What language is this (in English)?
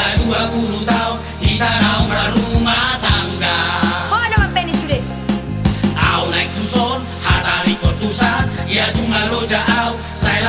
Batak Toba